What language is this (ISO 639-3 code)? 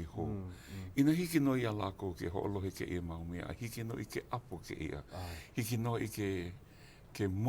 haw